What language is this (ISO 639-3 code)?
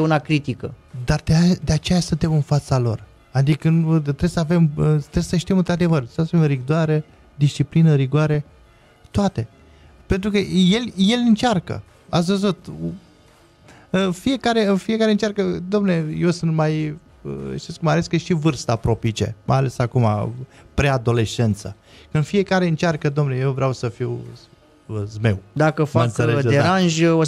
ron